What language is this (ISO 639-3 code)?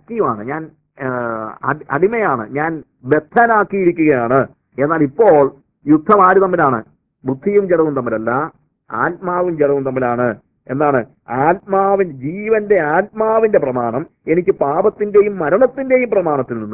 mal